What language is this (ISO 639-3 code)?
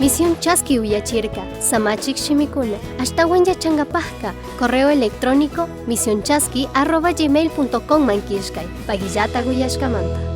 qug